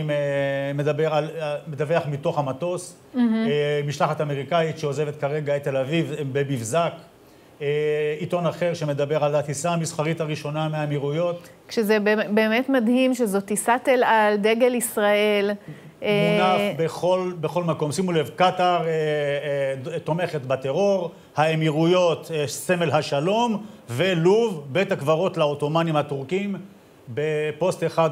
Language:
Hebrew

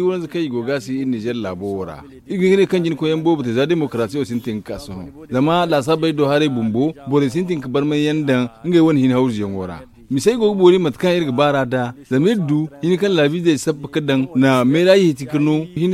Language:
Zarma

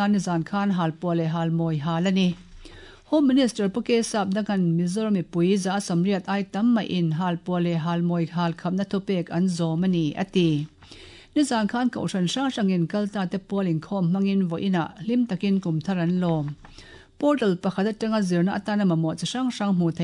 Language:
Mizo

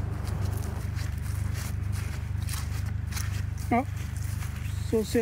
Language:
Swedish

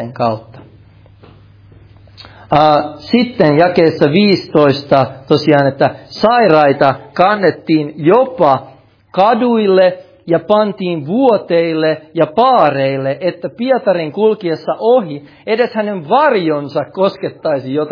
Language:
Finnish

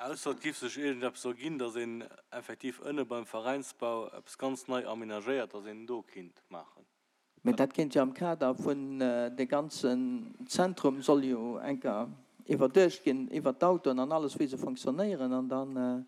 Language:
Luxembourgish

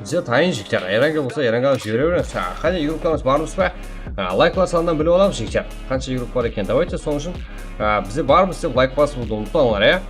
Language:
Kara-Kalpak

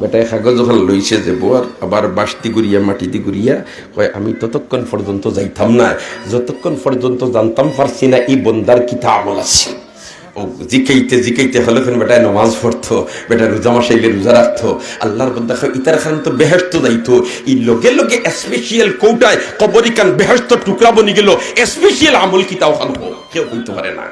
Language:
Sylheti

